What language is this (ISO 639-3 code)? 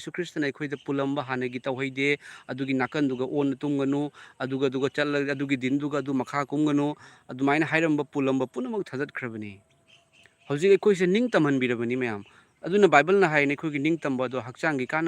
mni